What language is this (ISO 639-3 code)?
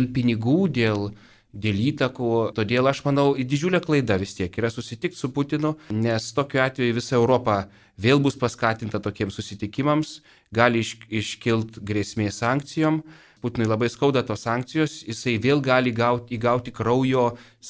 lit